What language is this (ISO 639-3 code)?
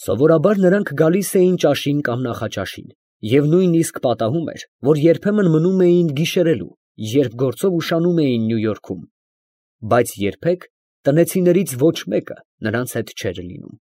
hye